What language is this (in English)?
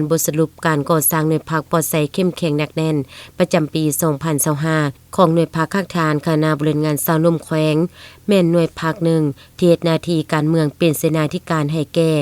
Lao